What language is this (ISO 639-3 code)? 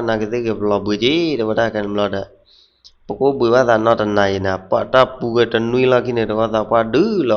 ksw